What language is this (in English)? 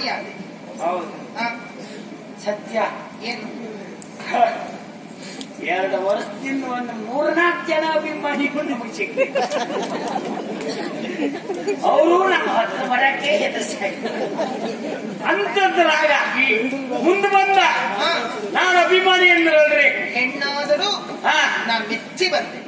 Kannada